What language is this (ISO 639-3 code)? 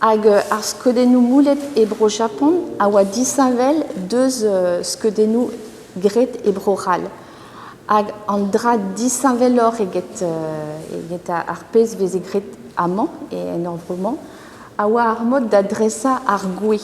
bre